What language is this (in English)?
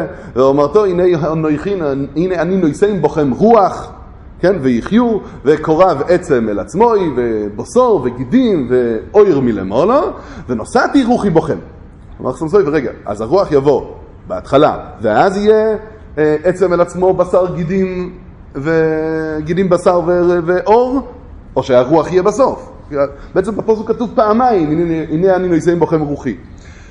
Hebrew